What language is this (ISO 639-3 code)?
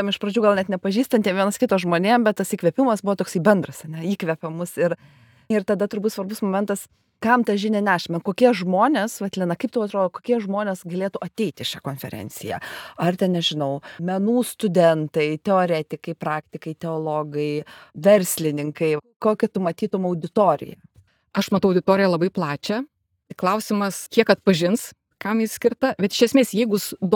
lit